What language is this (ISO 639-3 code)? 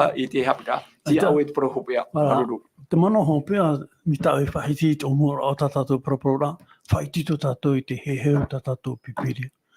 tah